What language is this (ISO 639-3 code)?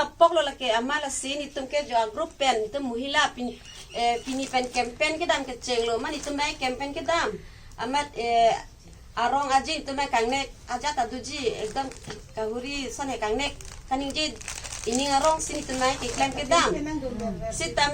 mjw